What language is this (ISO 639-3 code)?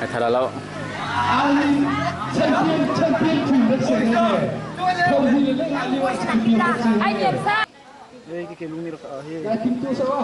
cnh